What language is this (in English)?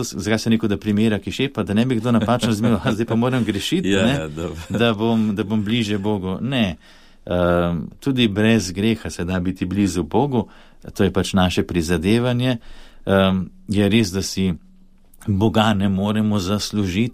Slovenian